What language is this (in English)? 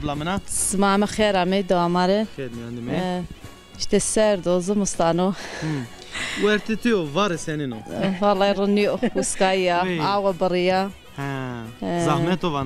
Zaza